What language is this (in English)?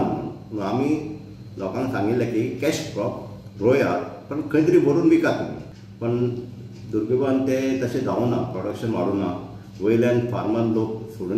Konkani